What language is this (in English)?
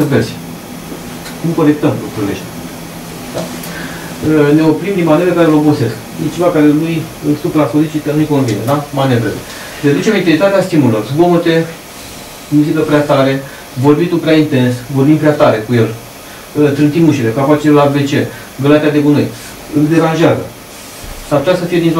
Romanian